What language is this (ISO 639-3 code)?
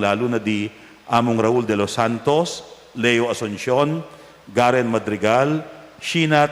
pam